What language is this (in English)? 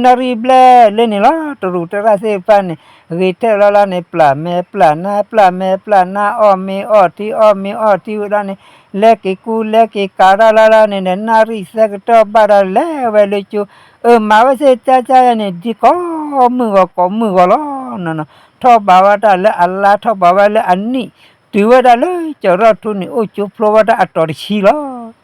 S'gaw Karen